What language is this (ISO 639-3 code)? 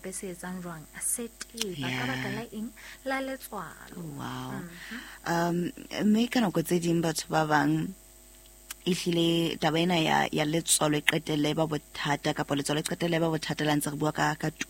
sot